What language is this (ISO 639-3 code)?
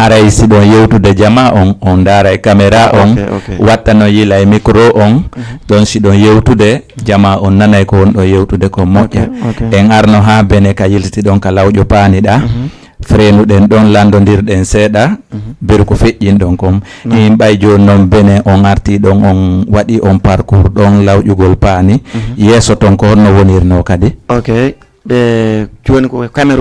ful